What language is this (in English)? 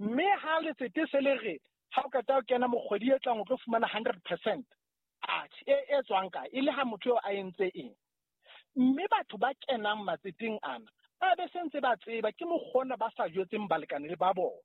Southern Sotho